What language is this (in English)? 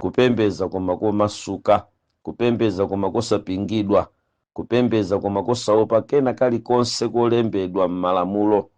Nyanja